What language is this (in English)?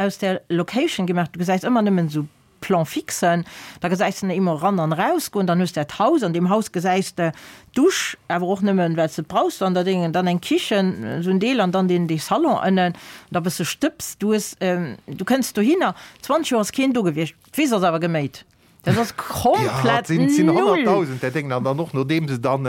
Luxembourgish